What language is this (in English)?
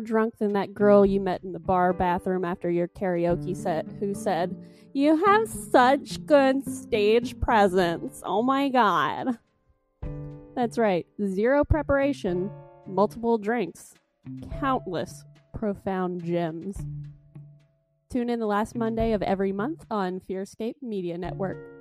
English